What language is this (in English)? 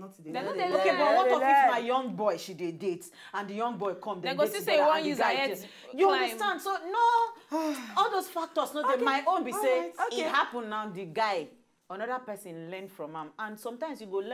Nigerian Pidgin